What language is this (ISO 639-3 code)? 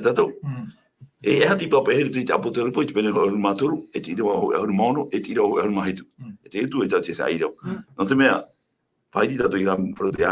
tah